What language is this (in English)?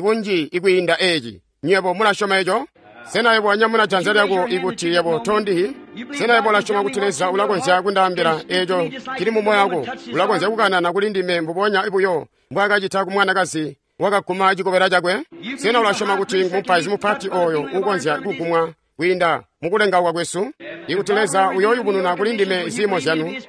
Tonga (Zambia)